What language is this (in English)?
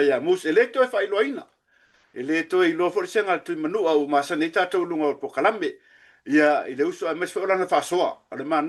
Samoan